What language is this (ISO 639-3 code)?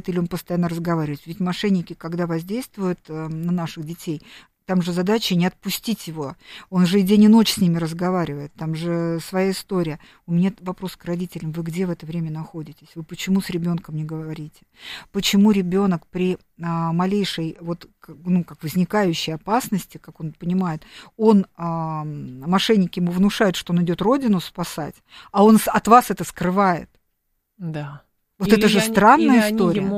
rus